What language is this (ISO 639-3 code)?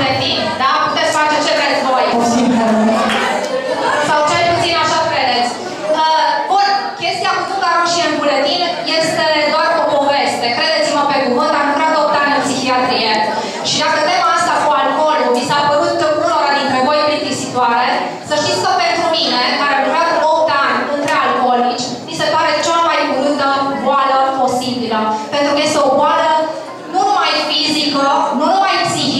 ron